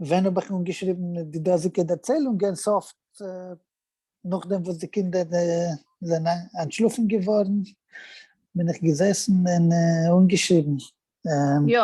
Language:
Yiddish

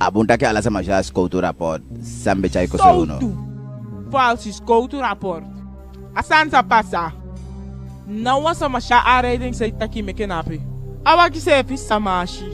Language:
Eastern Maroon Creole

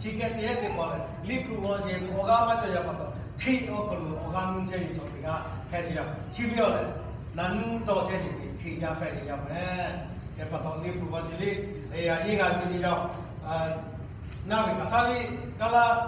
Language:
Lahu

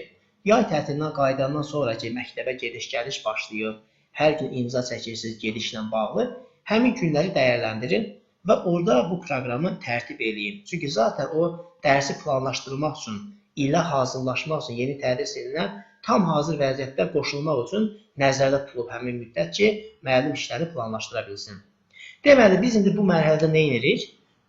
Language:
Azerbaijani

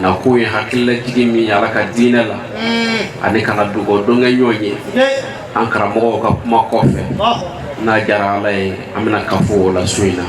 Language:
Bambara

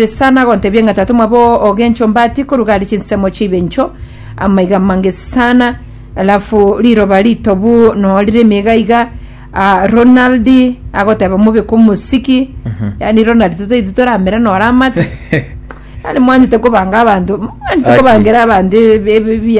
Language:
Gusii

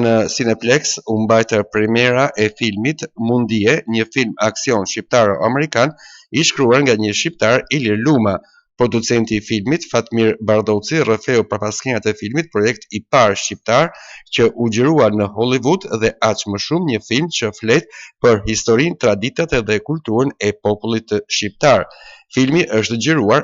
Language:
Albanian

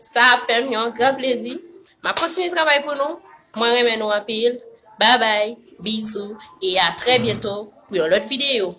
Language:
Haitian Creole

